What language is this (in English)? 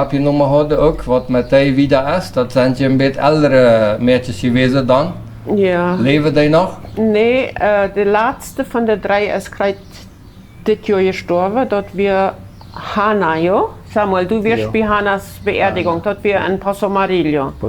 Plautdietsch